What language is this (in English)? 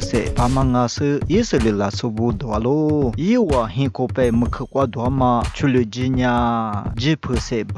Lisu